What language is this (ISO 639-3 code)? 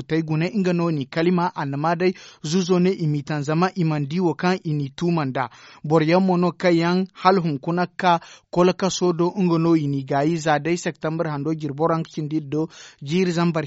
dje